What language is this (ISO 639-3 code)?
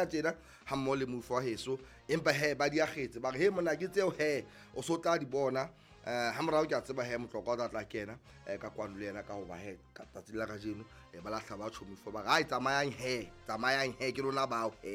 sot